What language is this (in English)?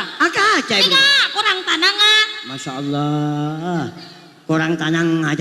Madurese